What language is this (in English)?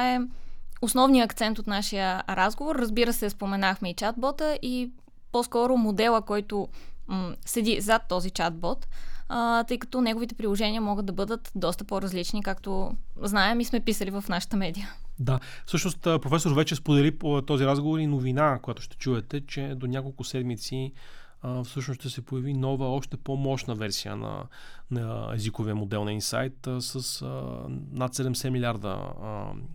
Bulgarian